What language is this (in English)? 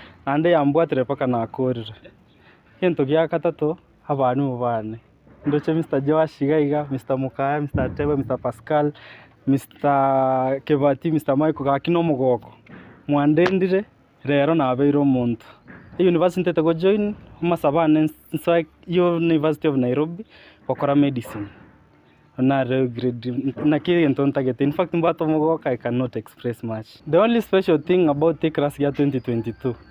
Gusii